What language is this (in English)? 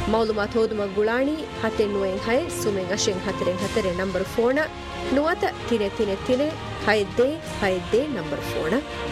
Divehi